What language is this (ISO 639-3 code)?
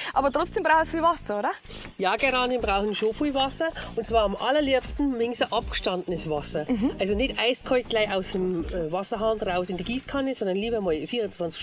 bar